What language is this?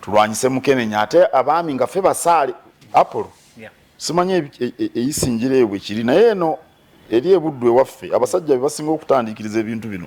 Ganda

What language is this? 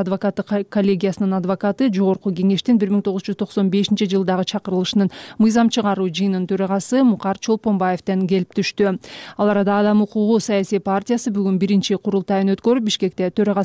Kyrgyz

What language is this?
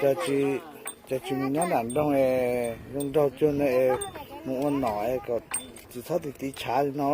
Hmong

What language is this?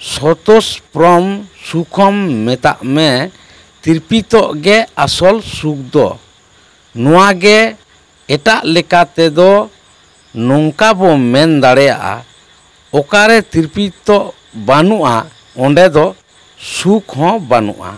Santali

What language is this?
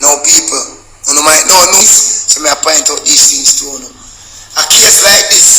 Jamaican Creole English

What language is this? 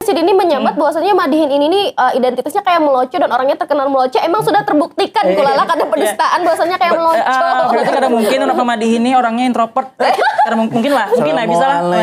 Banjar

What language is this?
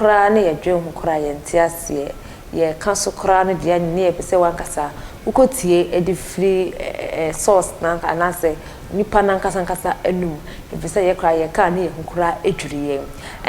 Akan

